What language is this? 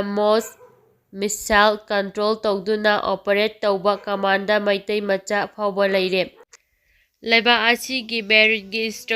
Manipuri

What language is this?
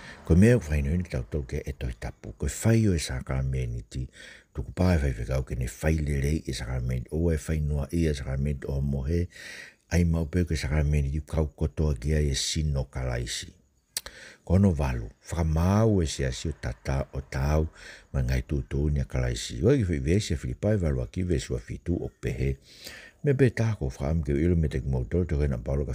Tongan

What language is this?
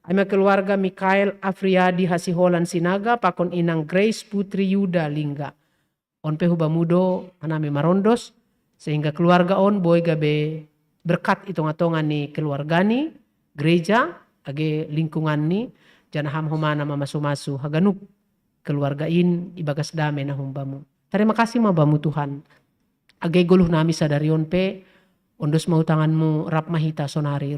Batak Simalungun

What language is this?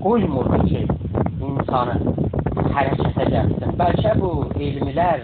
South Azerbaijani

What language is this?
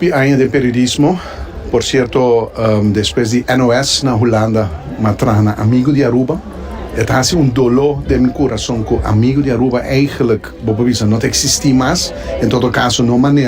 Papiamento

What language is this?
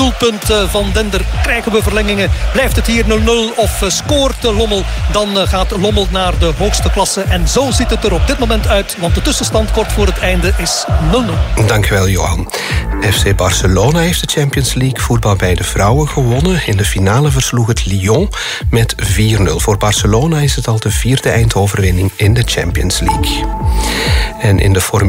Dutch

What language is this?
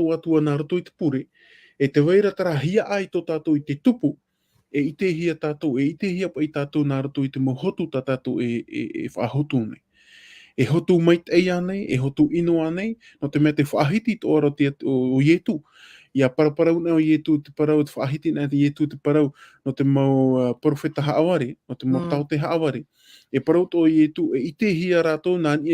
Tahitian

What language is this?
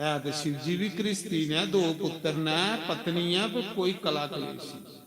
Dogri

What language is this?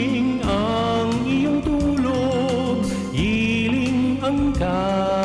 Bikol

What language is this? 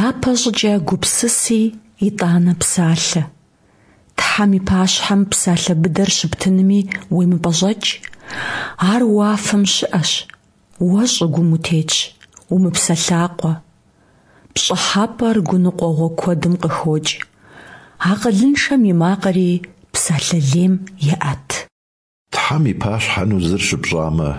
Kabardian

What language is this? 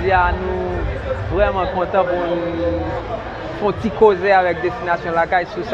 Haitian Creole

